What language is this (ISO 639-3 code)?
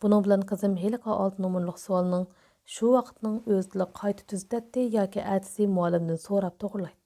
uig